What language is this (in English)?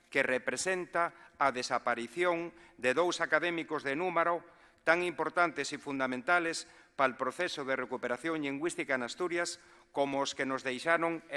Asturian